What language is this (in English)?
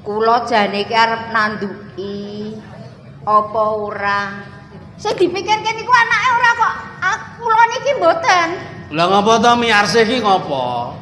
Javanese